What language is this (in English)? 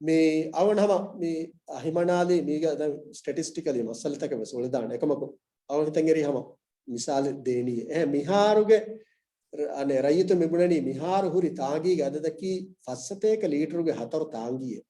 Divehi